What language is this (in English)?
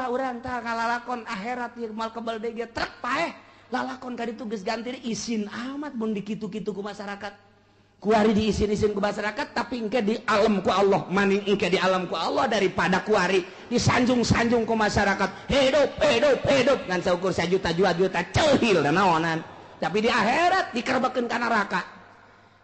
Sundanese